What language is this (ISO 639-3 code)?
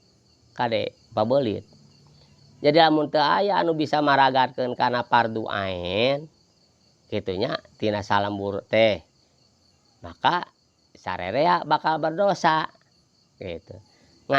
sun